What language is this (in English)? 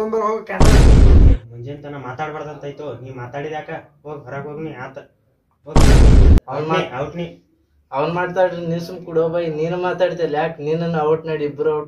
Kannada